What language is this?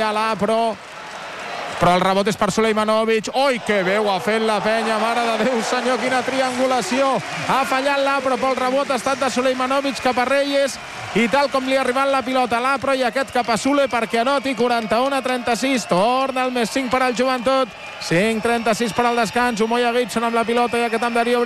Catalan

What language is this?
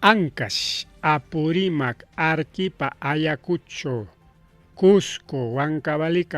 Ayacucho Quechua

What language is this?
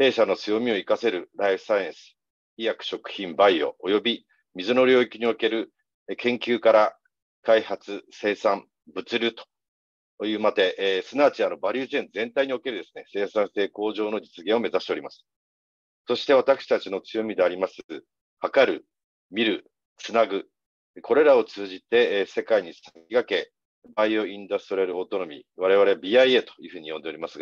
Japanese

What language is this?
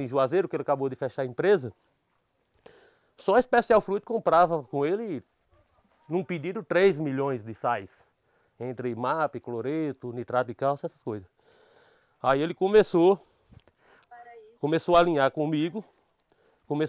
Portuguese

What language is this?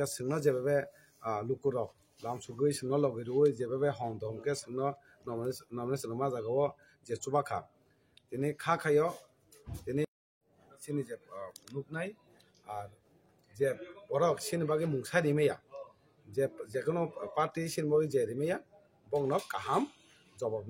Kok Borok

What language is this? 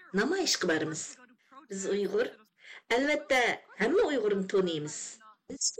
Uyghur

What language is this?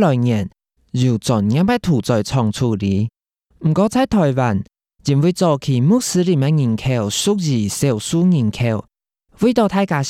Hakka Chinese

